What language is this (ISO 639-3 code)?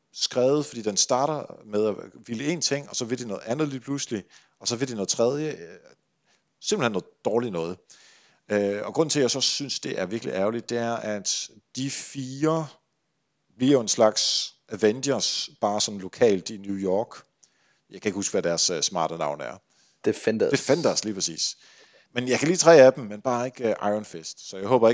dan